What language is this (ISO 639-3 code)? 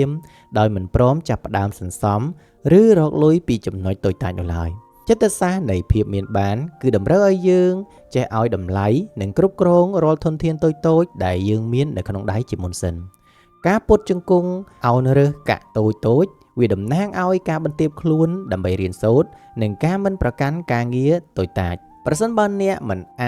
khm